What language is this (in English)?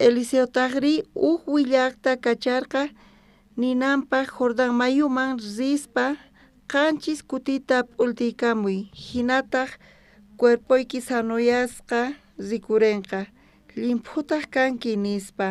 South Bolivian Quechua